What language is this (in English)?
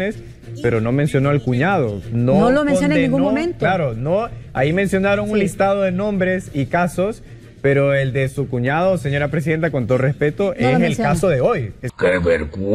Spanish